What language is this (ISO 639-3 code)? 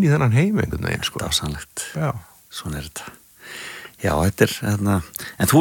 isl